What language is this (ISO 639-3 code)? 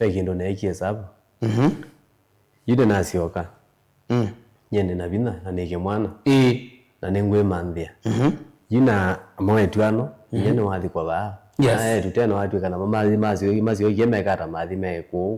kam